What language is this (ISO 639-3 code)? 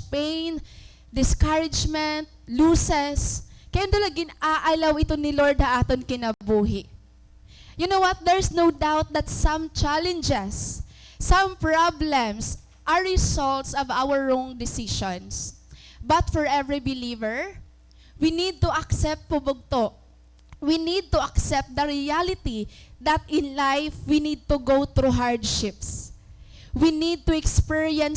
war